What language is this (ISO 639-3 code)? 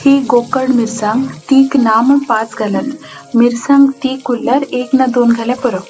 kok